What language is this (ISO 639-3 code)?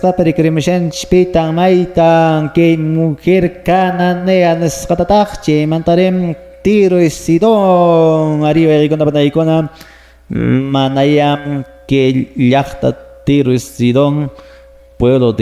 que